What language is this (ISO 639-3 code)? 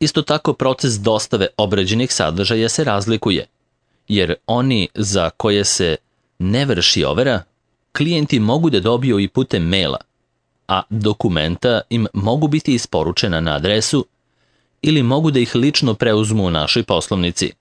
srp